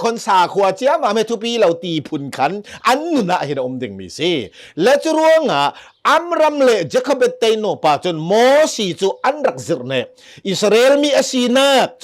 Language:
Hakha Chin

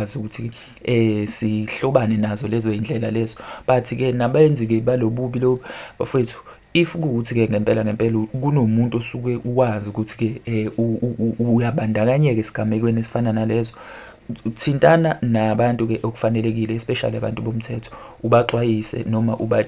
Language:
Zulu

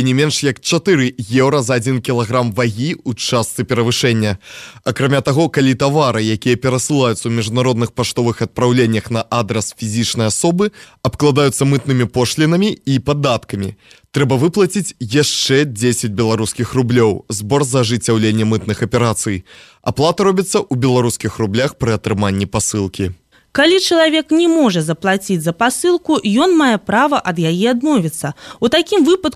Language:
Belarusian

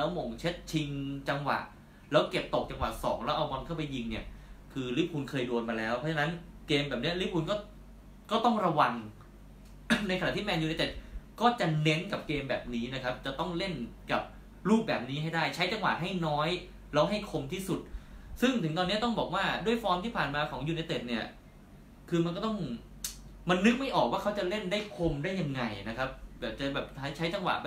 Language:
Thai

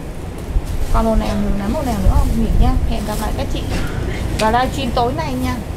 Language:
Vietnamese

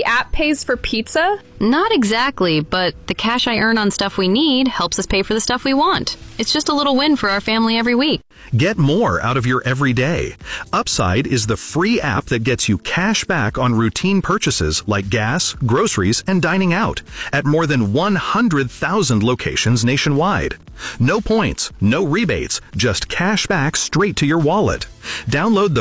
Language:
English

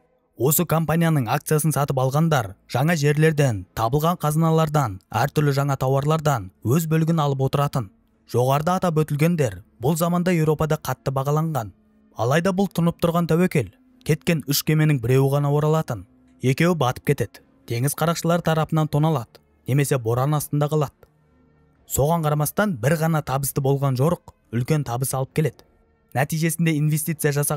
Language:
Kazakh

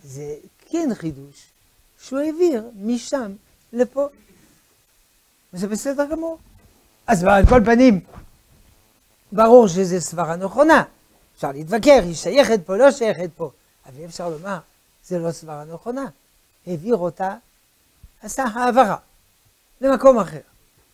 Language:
Hebrew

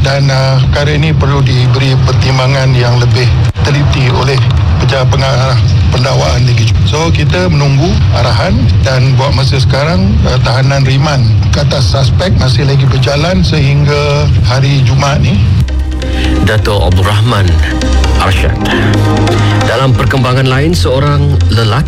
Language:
Malay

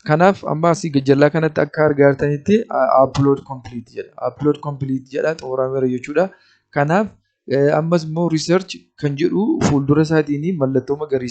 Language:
Oromo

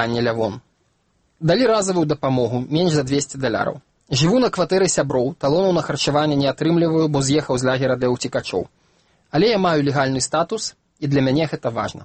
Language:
Belarusian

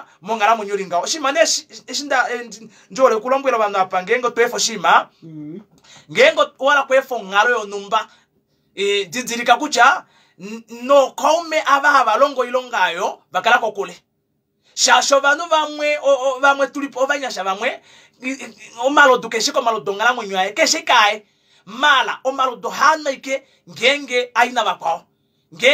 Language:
Kuanyama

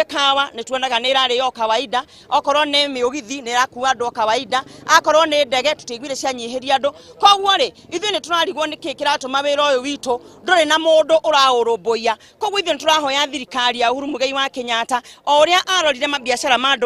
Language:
Kikuyu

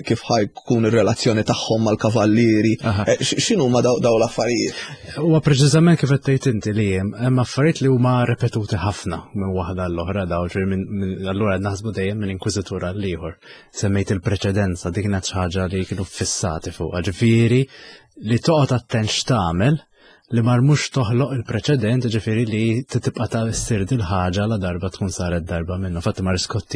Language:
Maltese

